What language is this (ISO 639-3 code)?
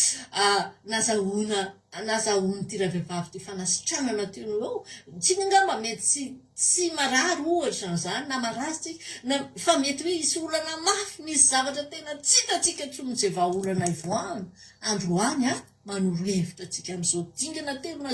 mlg